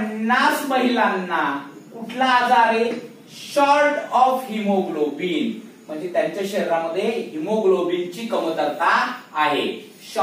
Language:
Marathi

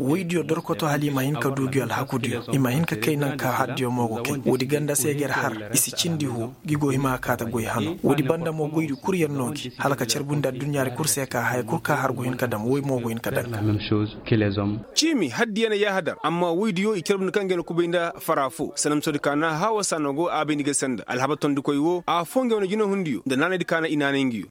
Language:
Koyraboro Senni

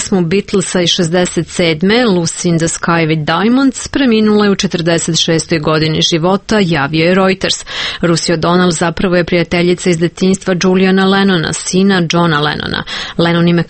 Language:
Serbian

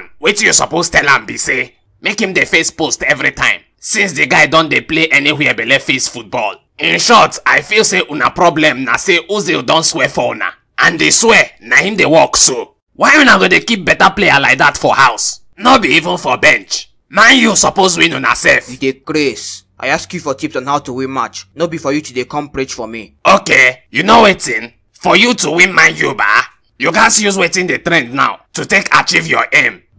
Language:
Nigerian Pidgin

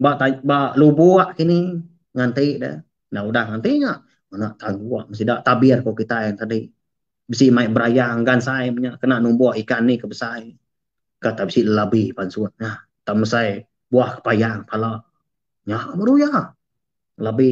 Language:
Iban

